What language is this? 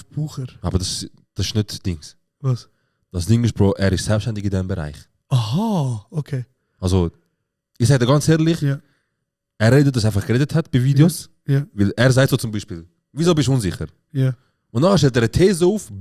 Swiss German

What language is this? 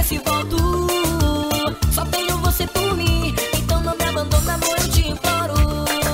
Portuguese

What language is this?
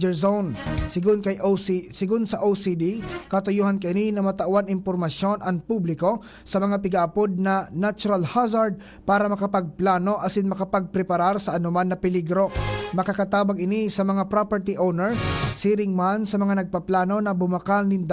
Bikol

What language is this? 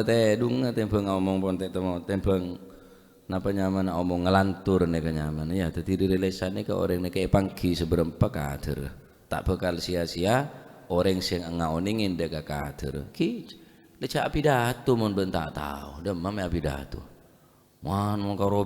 Madurese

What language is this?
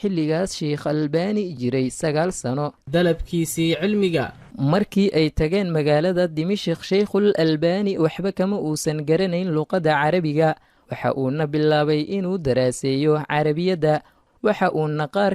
Somali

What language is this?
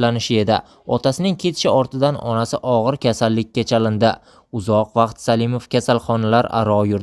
Uzbek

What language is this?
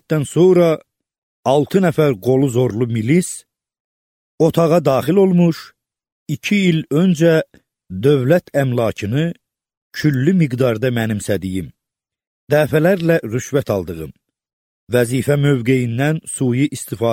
Azerbaijani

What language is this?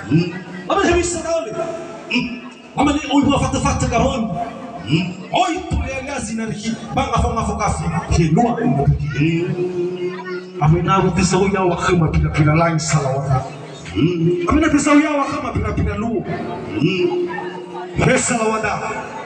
Nias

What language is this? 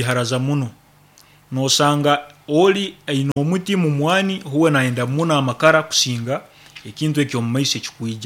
Nyoro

